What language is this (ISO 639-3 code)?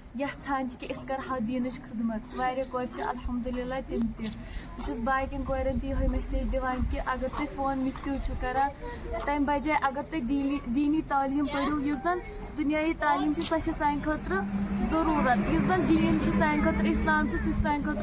kas